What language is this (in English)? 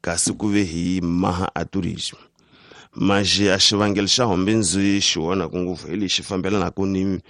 Tsonga